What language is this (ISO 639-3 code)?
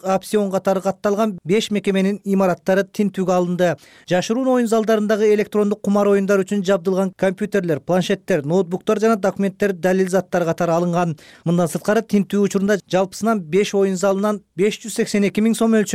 kir